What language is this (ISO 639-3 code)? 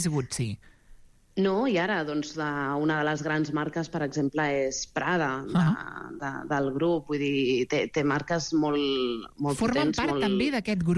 cat